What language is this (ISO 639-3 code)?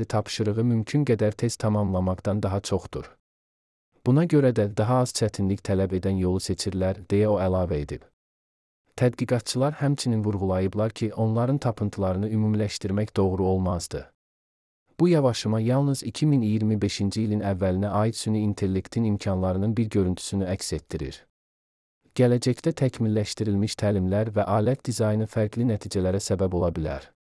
aze